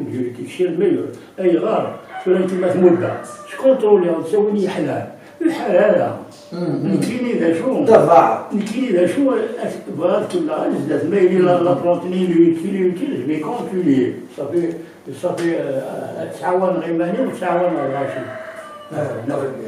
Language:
Kabyle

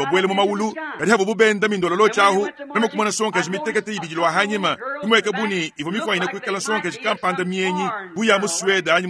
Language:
Luba-Lulua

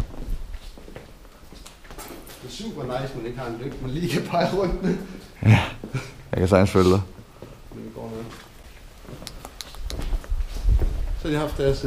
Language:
Danish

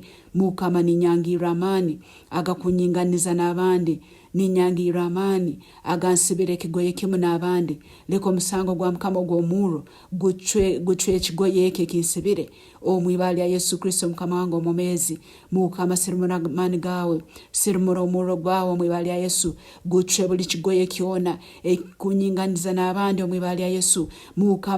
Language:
Nyankole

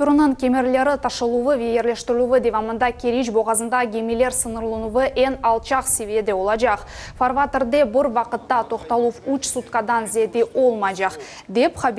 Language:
Crimean Tatar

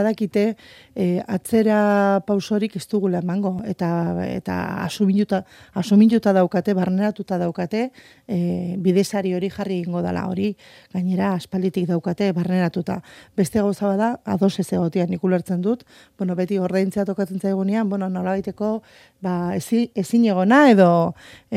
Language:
Basque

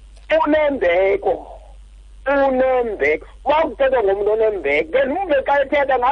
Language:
Xhosa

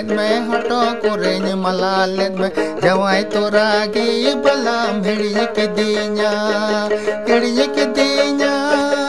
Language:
Santali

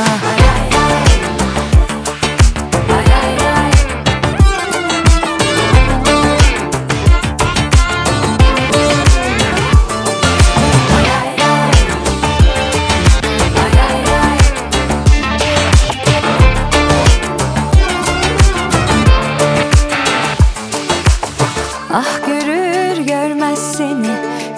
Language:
Turkish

